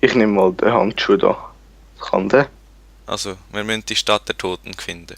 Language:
Swiss German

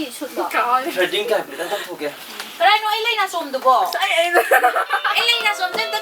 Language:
Manipuri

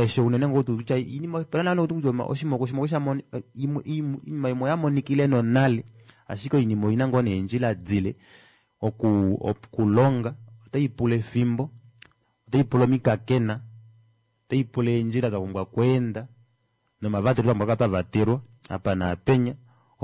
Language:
Kuanyama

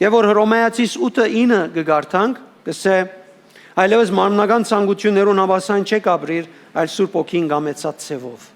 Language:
Western Armenian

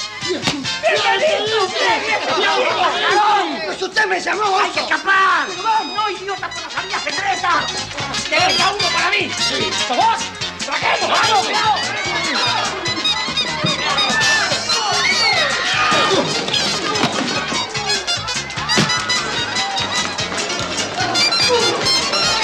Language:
Spanish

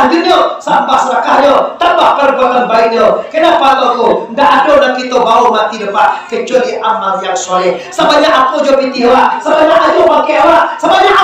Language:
Minangkabau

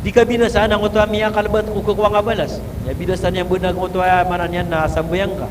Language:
Maranao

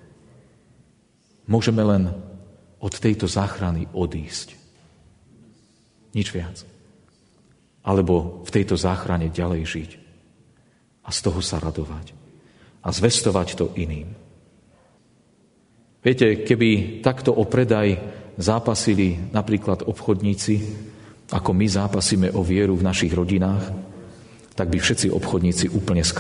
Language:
Slovak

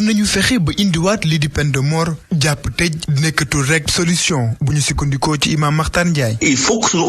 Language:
Wolof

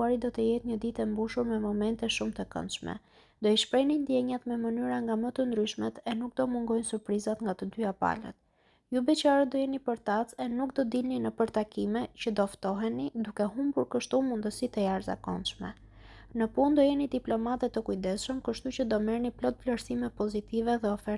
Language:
Albanian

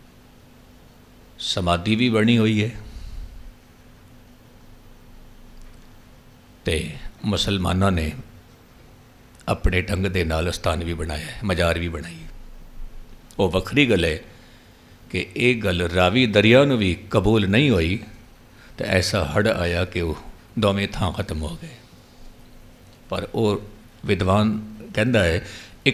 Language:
Punjabi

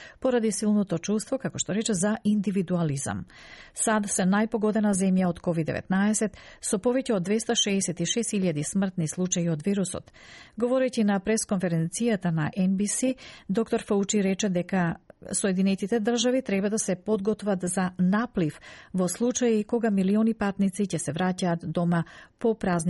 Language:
Macedonian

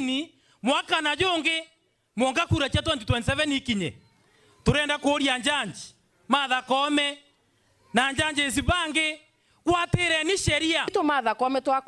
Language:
Meru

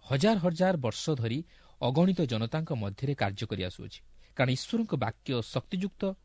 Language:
Odia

